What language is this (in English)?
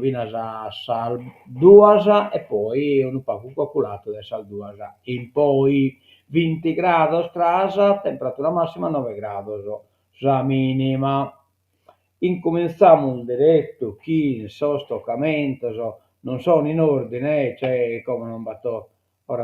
Sardinian